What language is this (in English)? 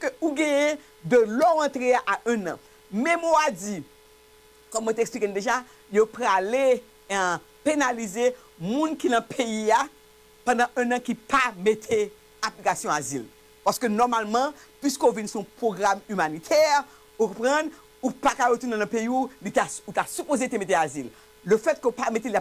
Haitian Creole